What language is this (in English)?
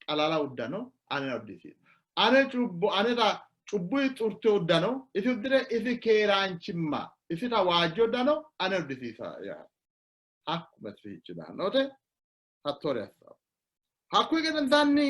Sidamo